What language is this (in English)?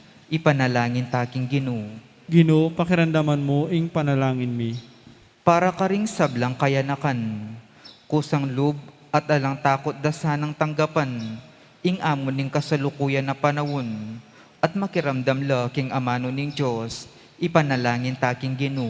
Pampanga